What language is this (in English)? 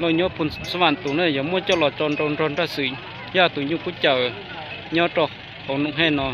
Hmong